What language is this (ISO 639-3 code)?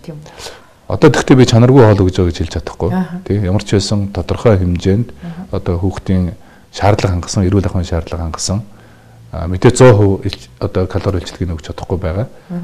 mon